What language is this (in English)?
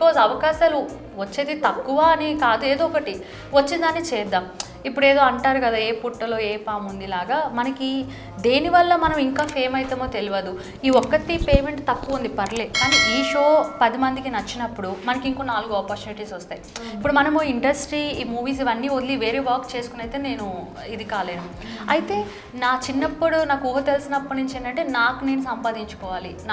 Telugu